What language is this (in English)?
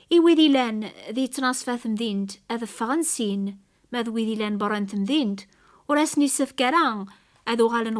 Kabyle